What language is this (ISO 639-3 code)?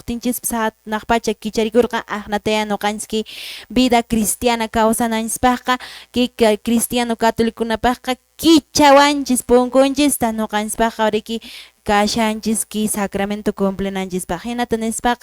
que